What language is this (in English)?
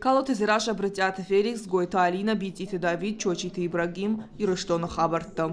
Ossetic